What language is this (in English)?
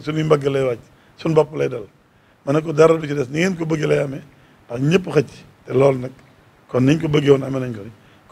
Wolof